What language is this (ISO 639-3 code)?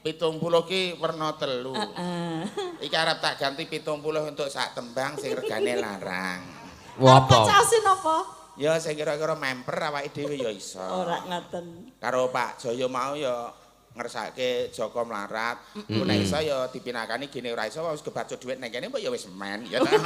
jav